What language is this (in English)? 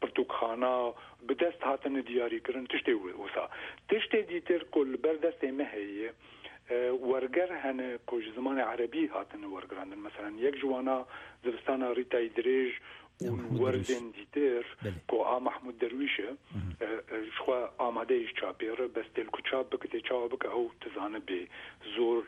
Kurdish